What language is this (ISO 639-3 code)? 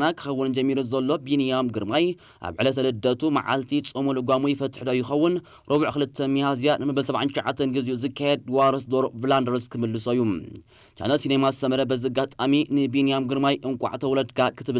tir